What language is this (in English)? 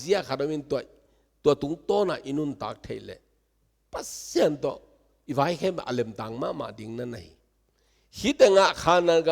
Tedim Chin